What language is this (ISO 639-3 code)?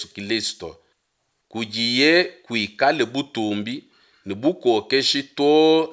lua